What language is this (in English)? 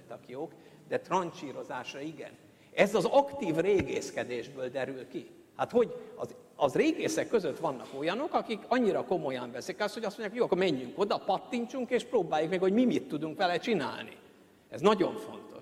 Hungarian